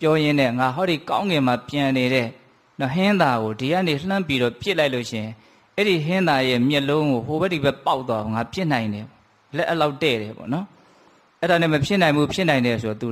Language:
Burmese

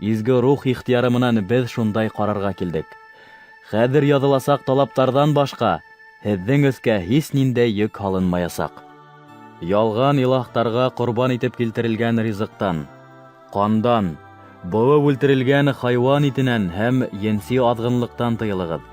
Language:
Bashkir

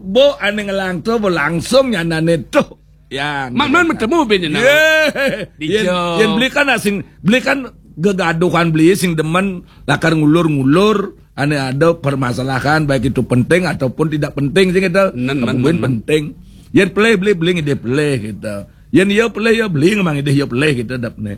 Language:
Balinese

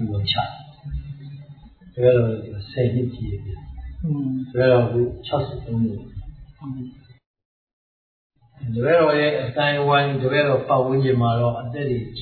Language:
Burmese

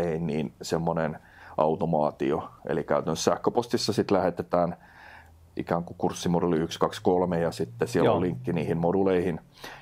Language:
Finnish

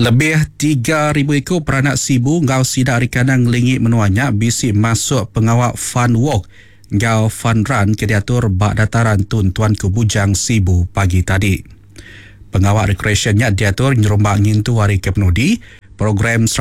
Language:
Iban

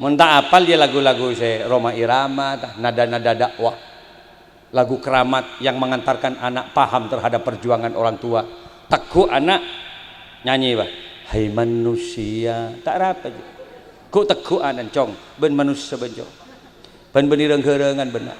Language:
Madurese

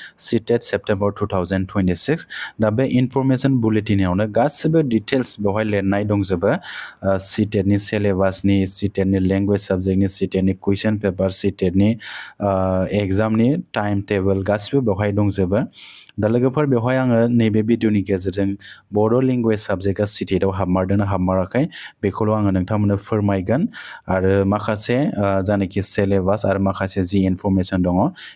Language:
Bodo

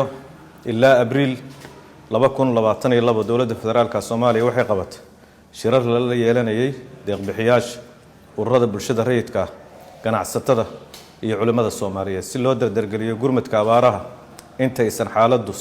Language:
Somali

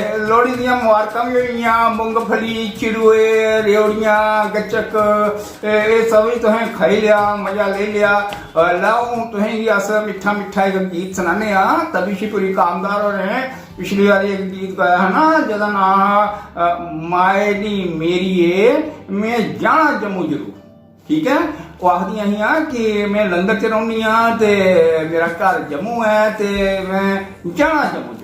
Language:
Dogri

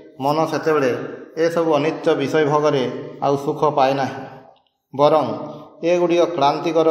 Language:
Odia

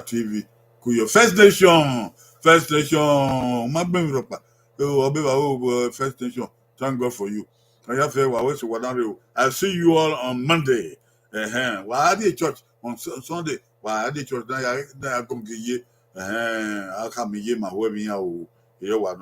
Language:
Bini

